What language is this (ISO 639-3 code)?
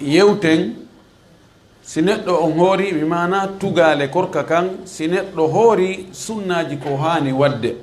ful